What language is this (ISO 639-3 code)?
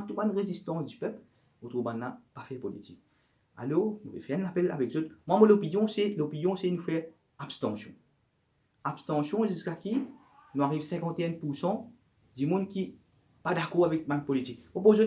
mfe